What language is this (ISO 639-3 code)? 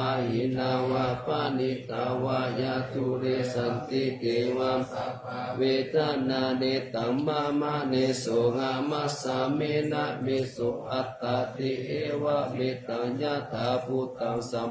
pli